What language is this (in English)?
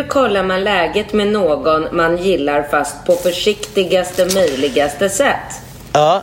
Swedish